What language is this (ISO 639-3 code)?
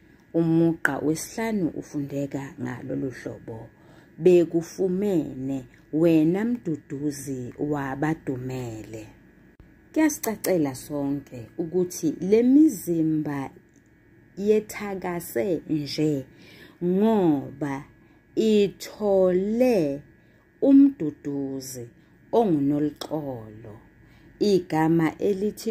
zul